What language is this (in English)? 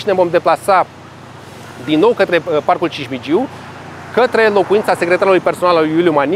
Romanian